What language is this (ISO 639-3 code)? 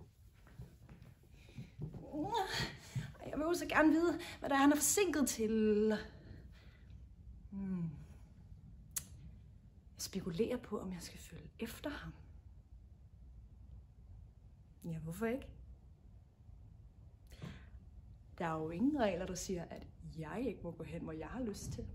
dan